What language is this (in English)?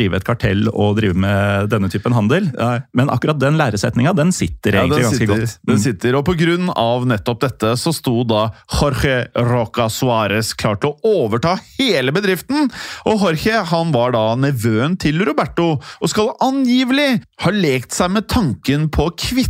Norwegian